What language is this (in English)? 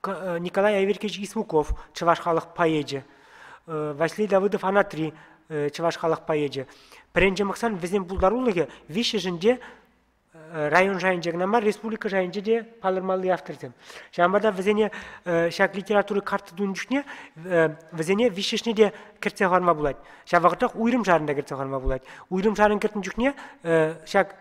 Chuvash